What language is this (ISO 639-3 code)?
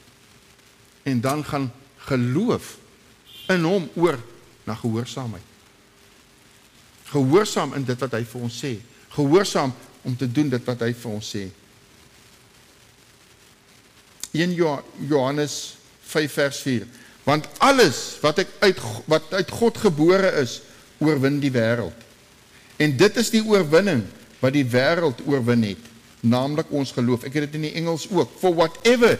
afr